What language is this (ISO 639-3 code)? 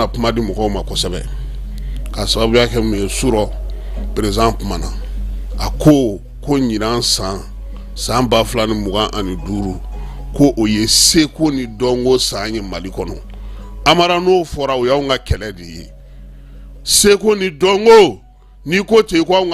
bam